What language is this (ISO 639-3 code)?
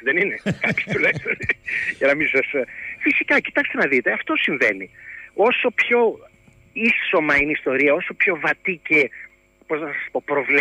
ell